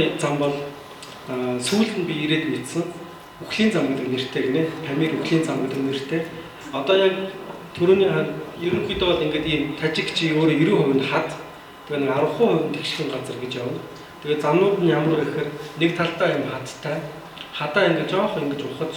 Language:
Mongolian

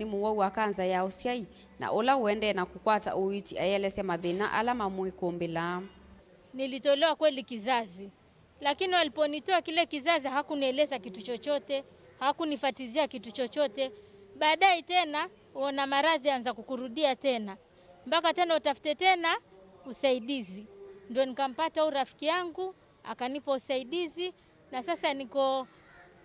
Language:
Kamba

